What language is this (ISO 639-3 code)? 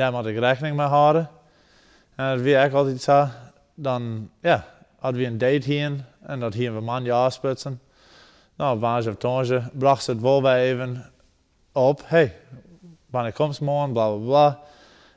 fry